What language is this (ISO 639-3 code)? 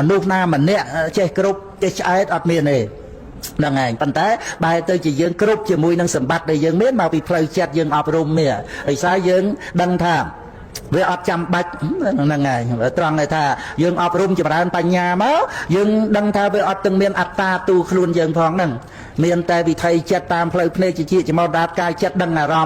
khm